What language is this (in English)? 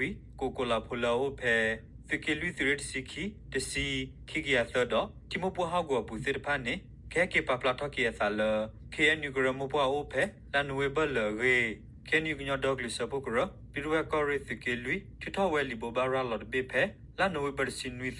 S'gaw Karen